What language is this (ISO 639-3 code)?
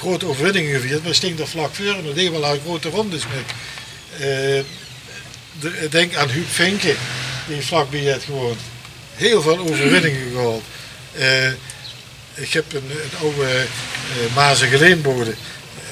lim